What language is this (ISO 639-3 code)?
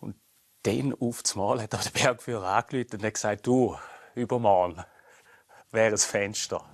gsw